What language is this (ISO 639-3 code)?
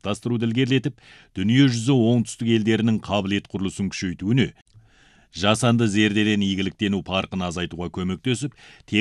kaz